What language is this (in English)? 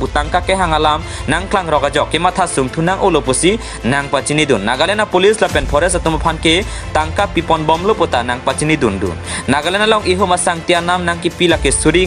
Karbi